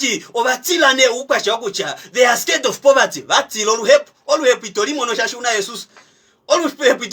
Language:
Kuanyama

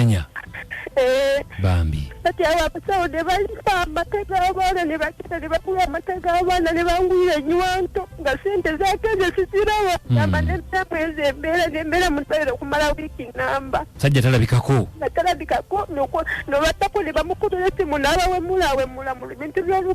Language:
Ganda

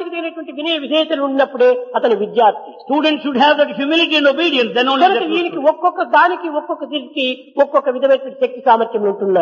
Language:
Telugu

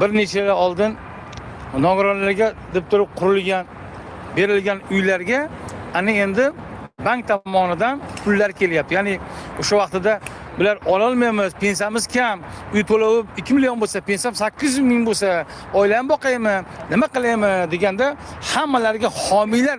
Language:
Uzbek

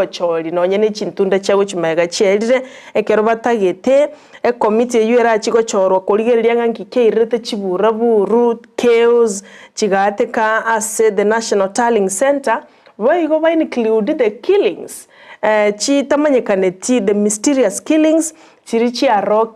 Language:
Gusii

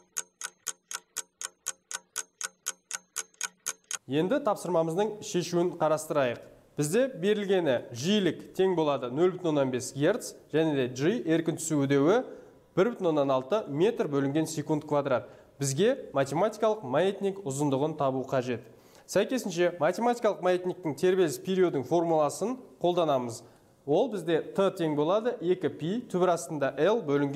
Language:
Kazakh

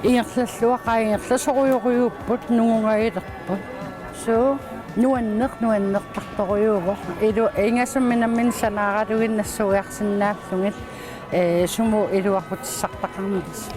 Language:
Kalaallisut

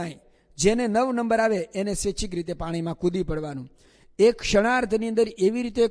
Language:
Gujarati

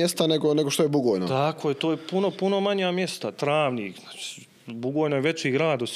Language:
Bosnian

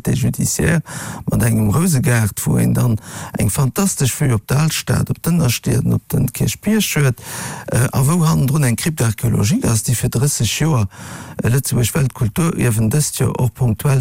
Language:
Luxembourgish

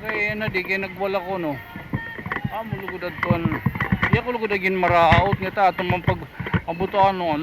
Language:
Waray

